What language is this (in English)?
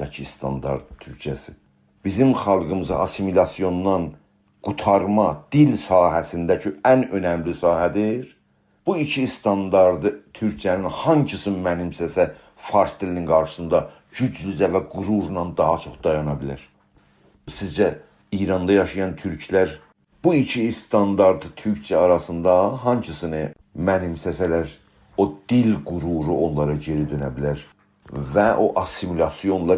South Azerbaijani